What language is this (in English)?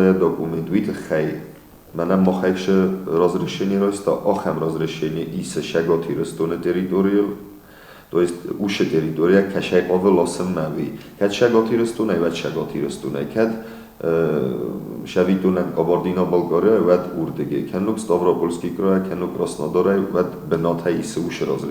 Ossetic